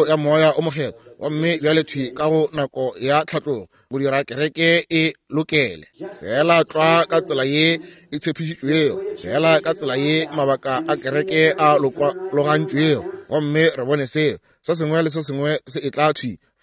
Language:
Northern Sotho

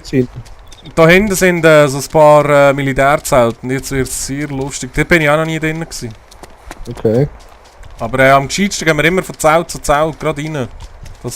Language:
Swiss German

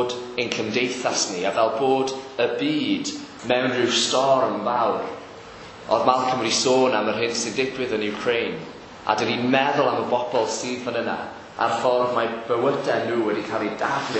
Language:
Welsh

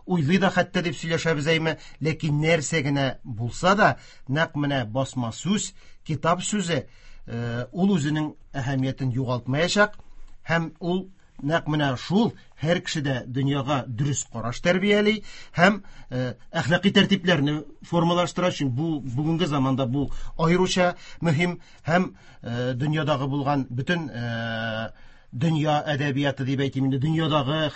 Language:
Tatar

